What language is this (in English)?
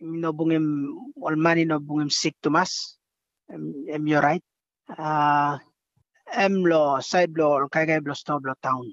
Tok Pisin